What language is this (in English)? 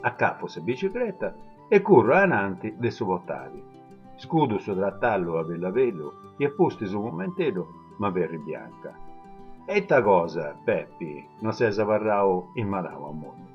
Sardinian